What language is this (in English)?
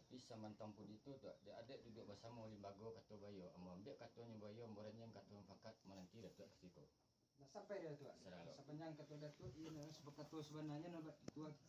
Minangkabau